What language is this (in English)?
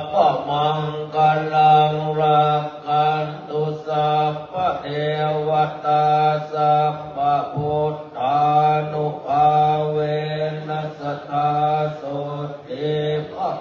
Pali